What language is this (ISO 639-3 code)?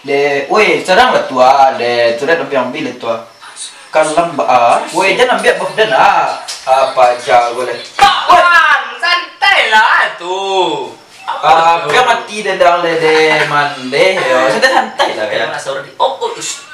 min